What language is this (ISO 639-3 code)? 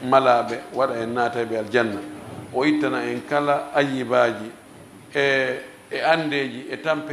ful